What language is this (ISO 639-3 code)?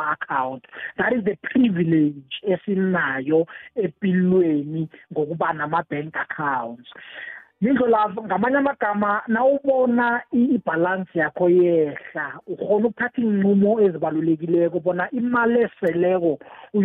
nbl